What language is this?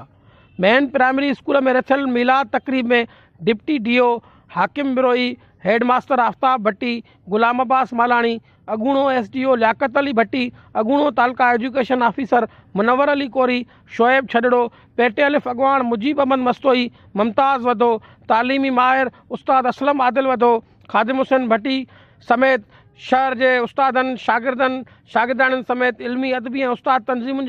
Sindhi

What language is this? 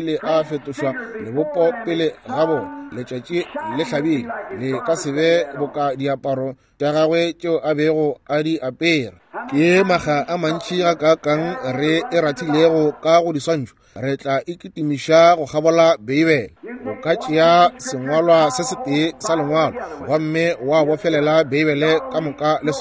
Northern Sotho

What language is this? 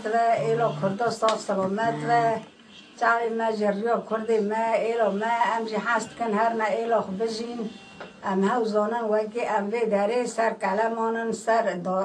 Kurdish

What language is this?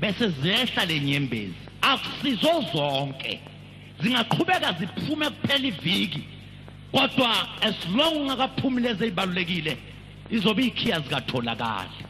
Zulu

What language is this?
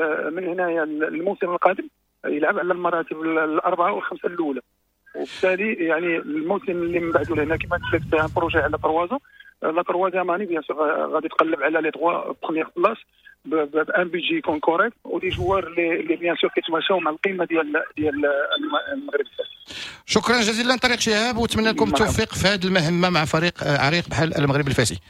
Moroccan Arabic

